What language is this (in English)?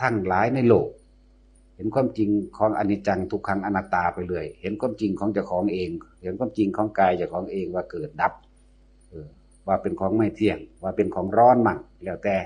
Northeastern Thai